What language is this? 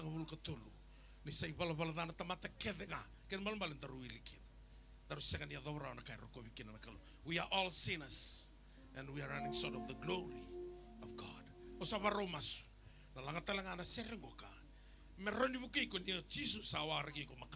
Fijian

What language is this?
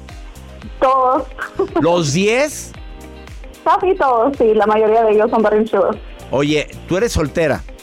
Spanish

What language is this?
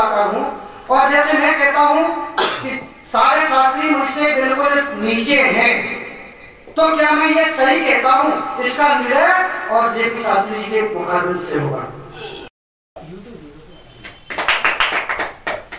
Hindi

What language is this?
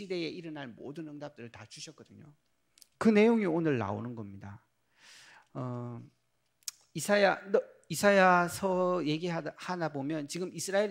Korean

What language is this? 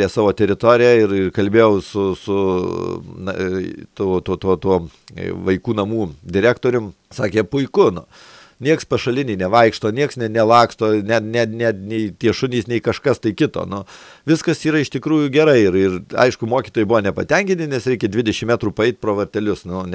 Lithuanian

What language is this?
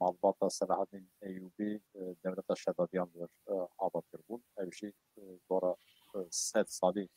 Kurdish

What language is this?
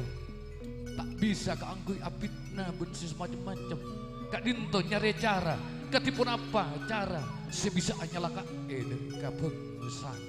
Madurese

